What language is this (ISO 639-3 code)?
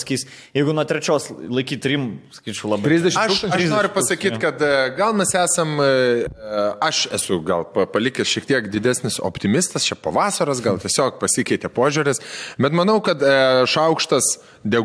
lit